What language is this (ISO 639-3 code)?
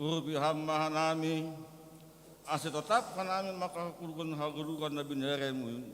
bts